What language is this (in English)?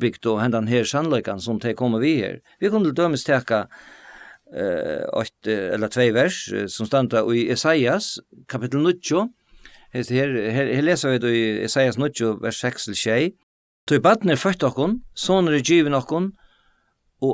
Faroese